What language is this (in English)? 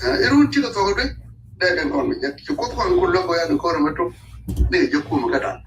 Nuer